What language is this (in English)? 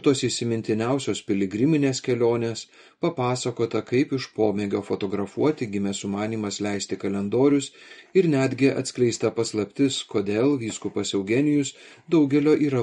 Lithuanian